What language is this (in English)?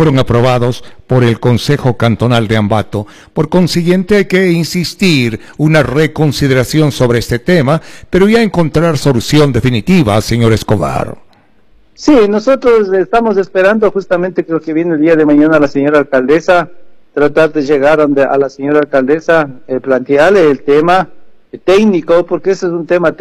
Spanish